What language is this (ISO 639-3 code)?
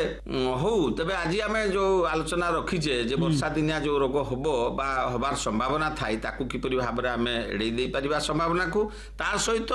ori